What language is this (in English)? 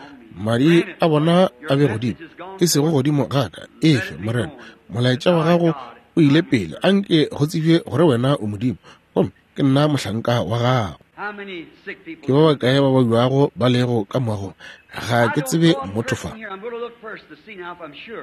Northern Sotho